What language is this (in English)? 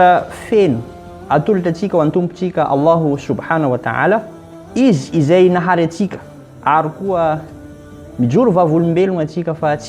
Malagasy